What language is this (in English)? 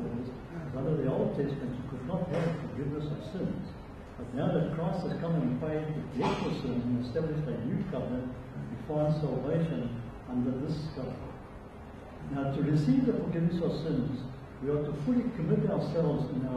English